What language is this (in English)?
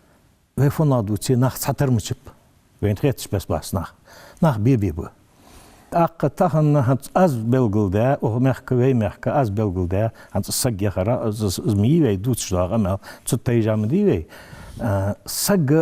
Ingush